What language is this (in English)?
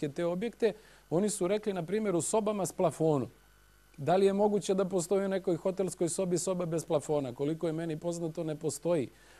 Serbian